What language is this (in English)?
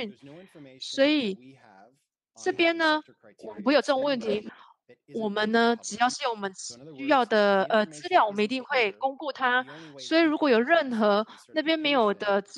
Chinese